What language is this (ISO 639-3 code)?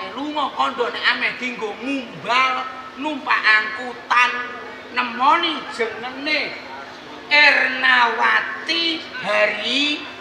jav